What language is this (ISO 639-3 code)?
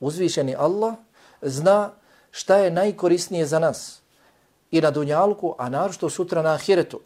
bos